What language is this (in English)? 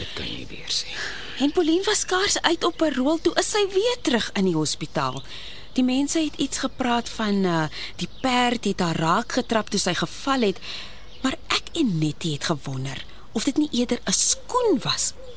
Afrikaans